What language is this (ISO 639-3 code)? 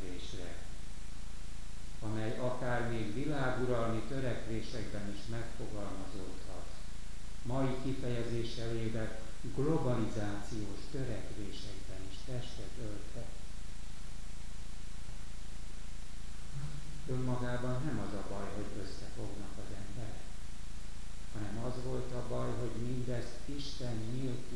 hun